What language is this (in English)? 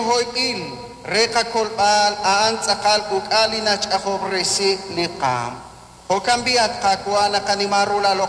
Kekchí